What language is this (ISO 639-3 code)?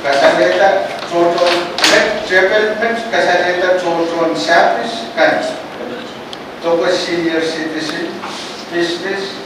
pon